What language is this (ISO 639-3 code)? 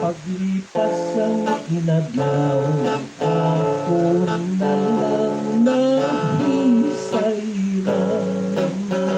hil